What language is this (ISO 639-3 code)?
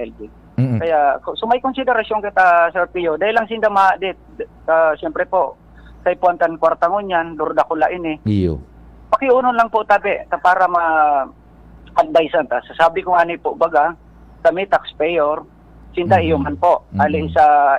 bik